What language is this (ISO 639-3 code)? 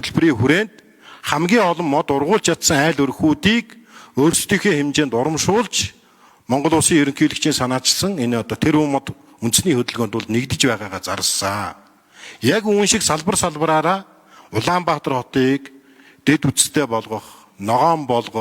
mon